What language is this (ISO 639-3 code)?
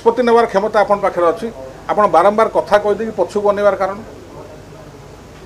ori